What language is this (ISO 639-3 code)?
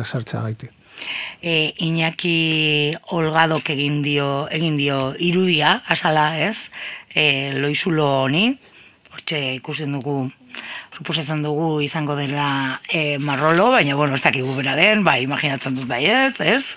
eus